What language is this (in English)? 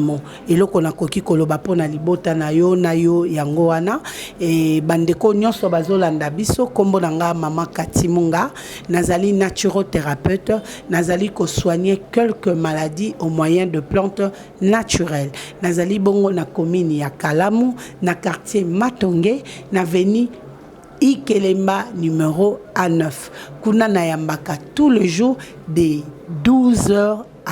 Lingala